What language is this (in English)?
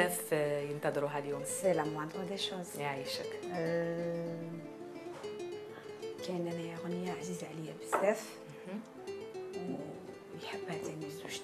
Algerian Arabic